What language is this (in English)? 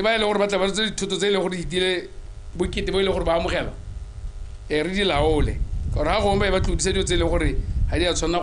Tswana